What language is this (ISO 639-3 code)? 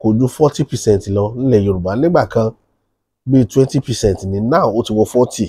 yor